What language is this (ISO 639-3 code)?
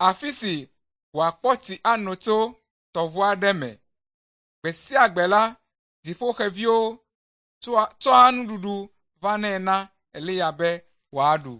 ewe